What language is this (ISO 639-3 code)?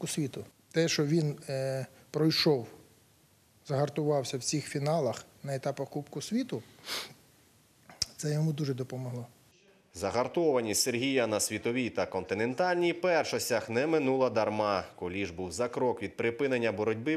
ukr